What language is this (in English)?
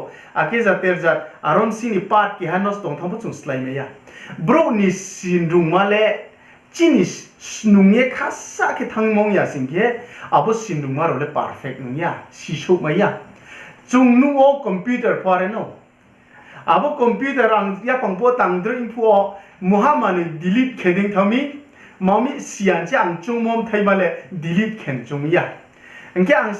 Riang (India)